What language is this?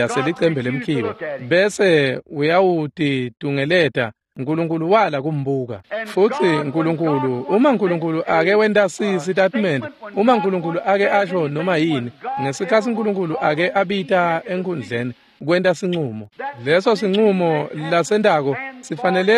Swati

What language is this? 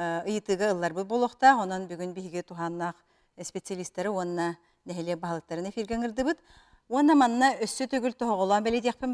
Yakut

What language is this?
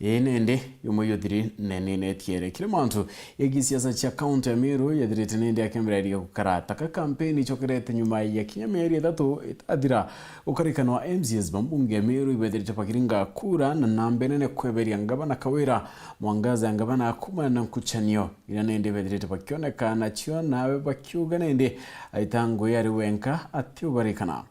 Meru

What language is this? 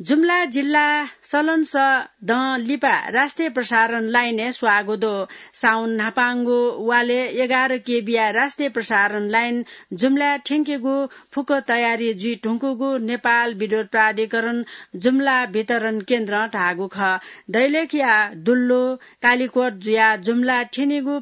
Newari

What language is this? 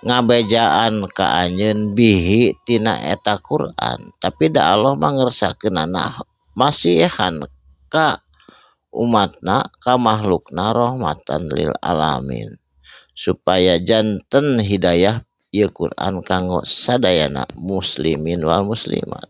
Sundanese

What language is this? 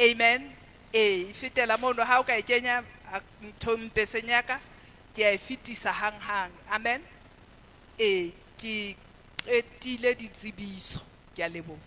Southern Sotho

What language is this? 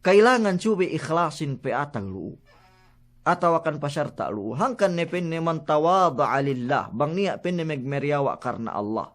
Yakan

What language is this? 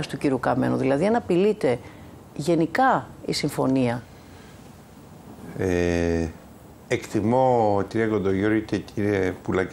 Greek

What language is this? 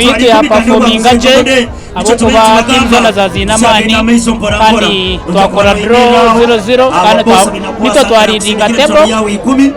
Nyankole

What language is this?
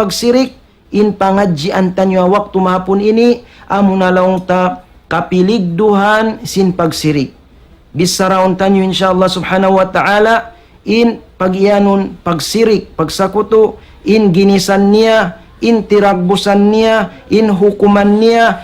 Tausug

